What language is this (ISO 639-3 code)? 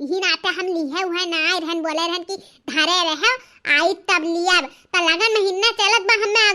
awa